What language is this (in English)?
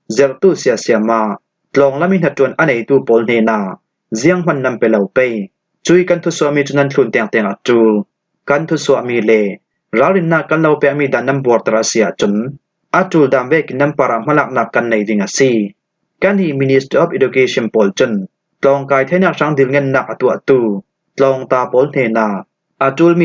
Falam Chin